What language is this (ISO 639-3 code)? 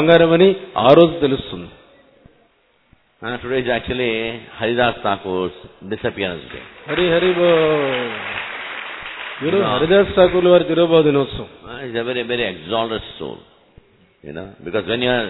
tel